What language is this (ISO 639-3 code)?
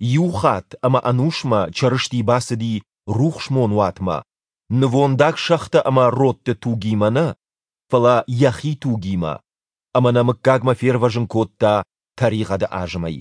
oss